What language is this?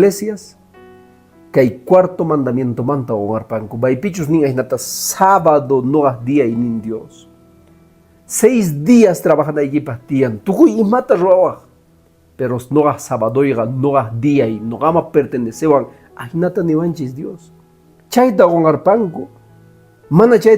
Quechua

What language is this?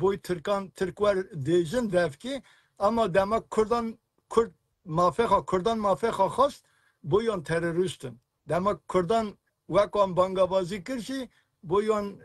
Kurdish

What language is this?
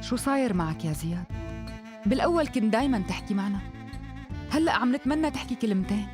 North Levantine Arabic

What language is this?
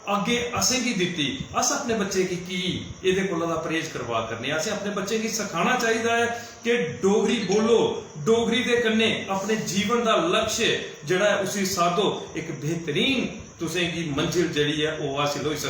Dogri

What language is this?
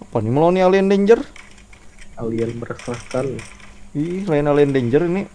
Banjar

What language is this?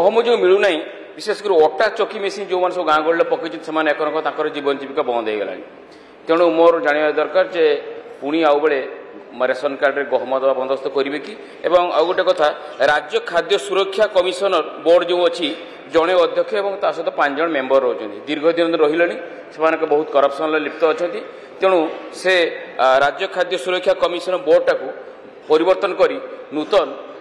Odia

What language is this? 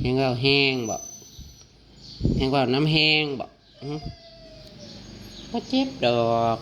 Northeastern Thai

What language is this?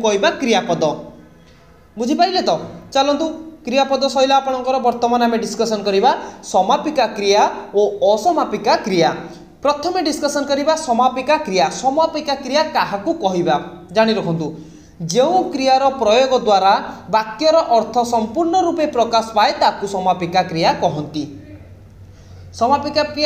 Odia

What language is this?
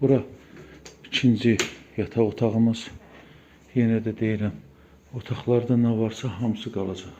Azerbaijani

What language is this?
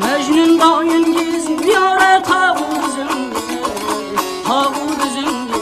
Kara-Kalpak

